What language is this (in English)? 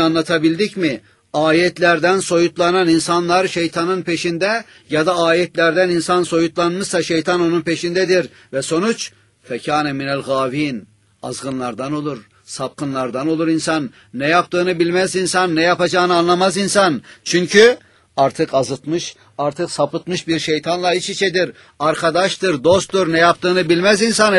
Turkish